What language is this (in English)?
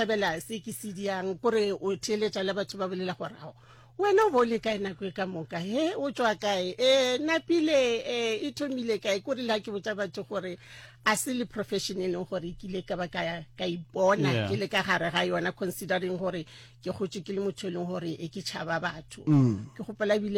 Northern Sotho